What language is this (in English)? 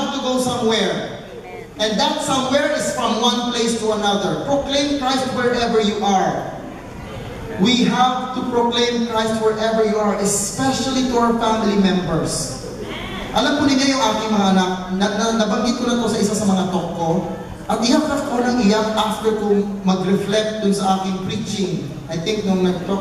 Filipino